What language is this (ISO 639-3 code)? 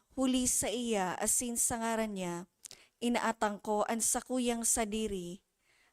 bik